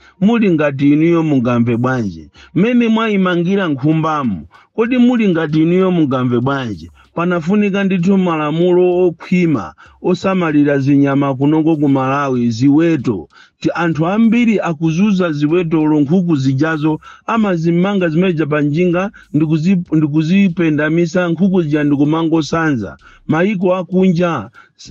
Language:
Nyanja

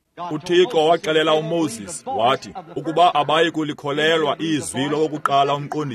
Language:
Xhosa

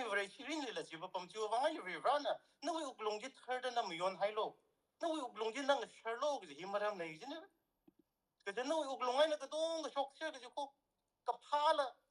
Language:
Tangkhul Naga (India)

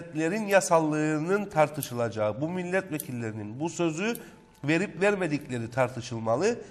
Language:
Turkish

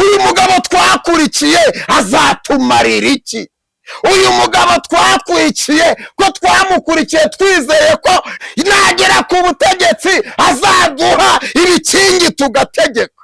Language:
Kinyarwanda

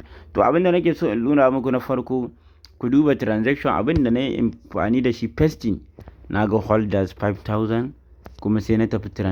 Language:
Hausa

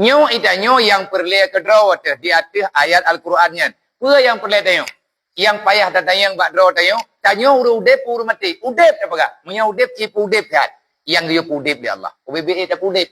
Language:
Achinese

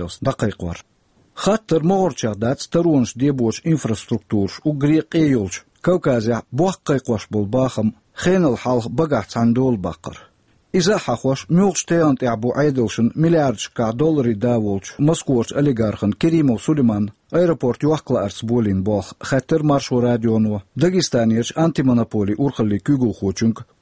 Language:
Chechen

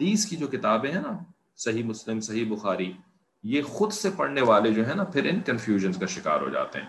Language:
Urdu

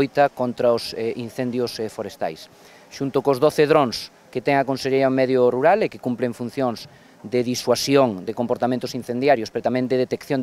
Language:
Galician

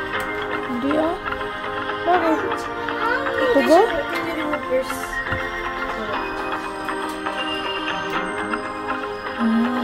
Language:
Filipino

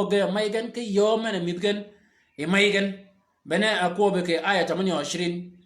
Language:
Shilluk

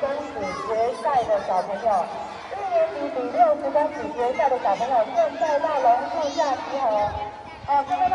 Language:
Chinese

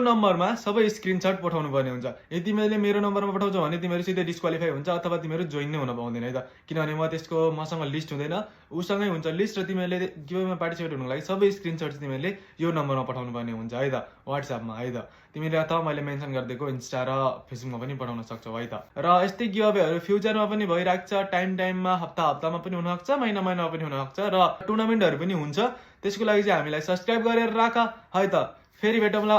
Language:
Nepali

